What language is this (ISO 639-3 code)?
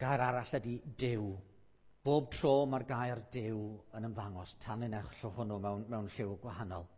cym